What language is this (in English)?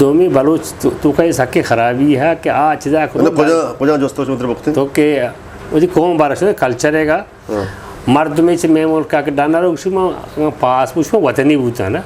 Eastern Balochi